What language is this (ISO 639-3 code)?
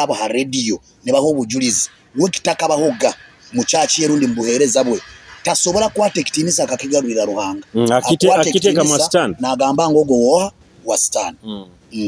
nyo